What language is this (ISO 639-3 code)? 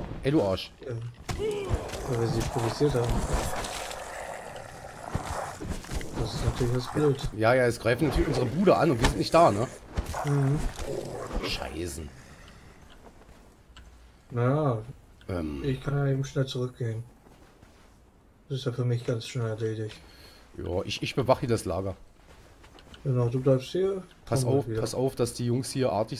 deu